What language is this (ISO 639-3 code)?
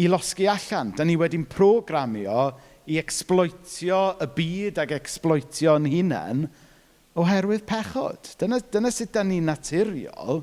cym